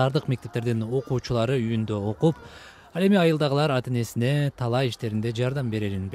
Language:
Kyrgyz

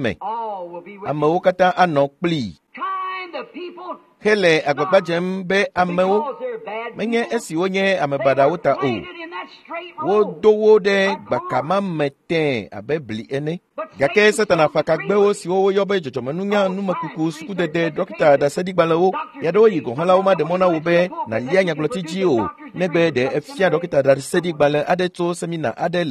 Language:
Ewe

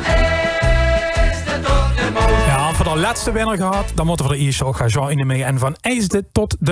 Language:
Limburgish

